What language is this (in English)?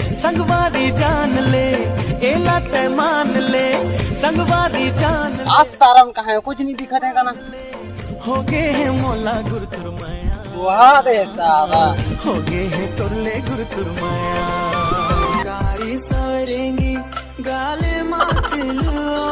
Chhattisgarhi